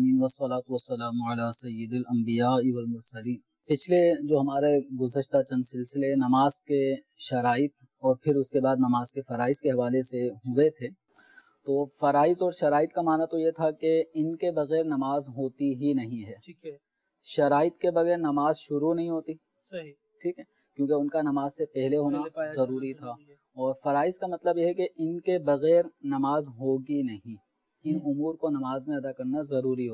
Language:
Urdu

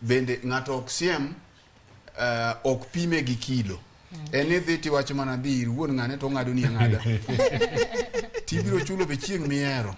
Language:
Luo (Kenya and Tanzania)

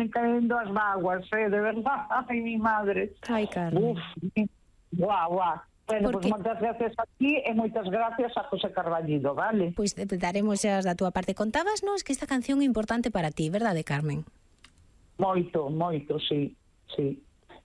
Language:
Galician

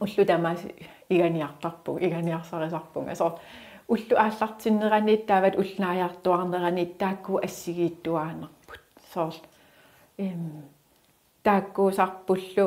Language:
Kalaallisut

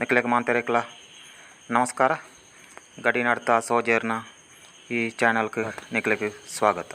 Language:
Tulu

